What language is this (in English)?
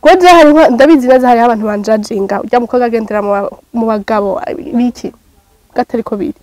Rundi